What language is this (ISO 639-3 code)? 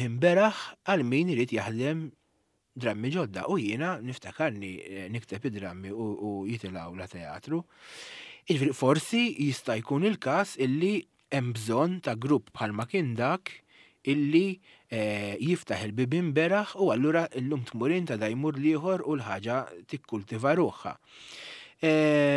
mlt